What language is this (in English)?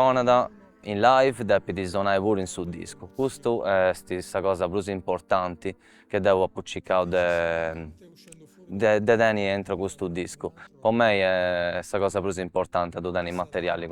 Sardinian